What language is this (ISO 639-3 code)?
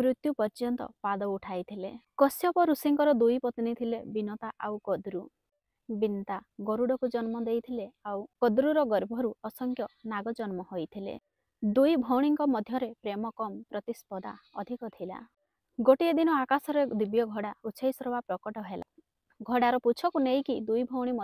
ori